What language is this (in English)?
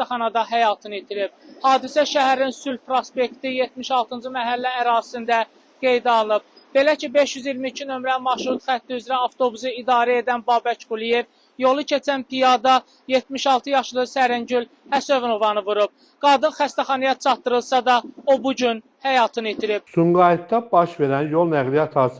Azerbaijani